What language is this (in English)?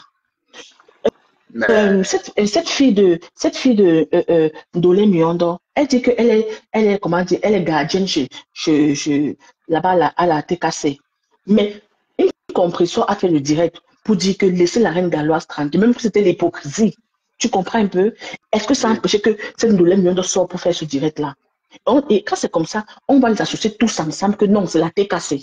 French